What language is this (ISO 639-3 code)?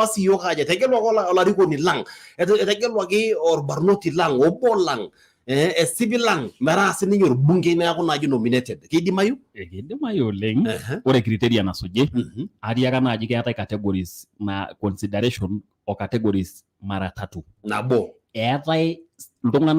mas